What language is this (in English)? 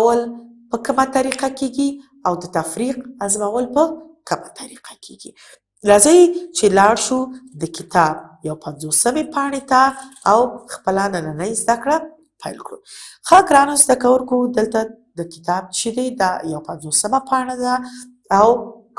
Pashto